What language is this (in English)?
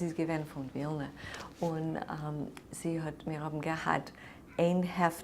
Yiddish